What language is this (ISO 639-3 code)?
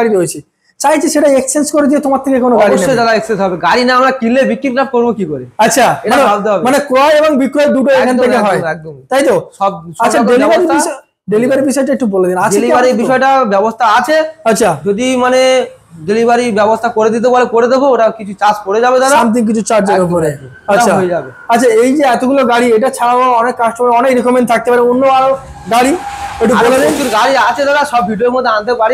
ben